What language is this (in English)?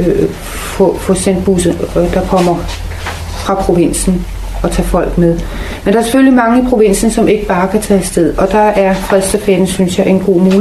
Danish